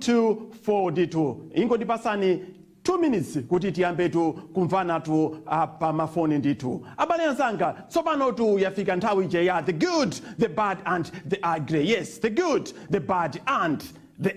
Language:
Nyanja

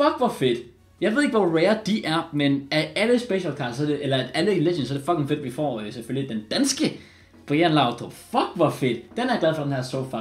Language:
Danish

